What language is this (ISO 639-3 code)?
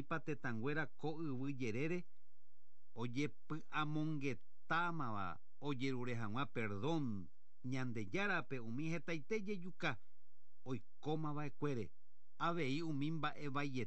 grn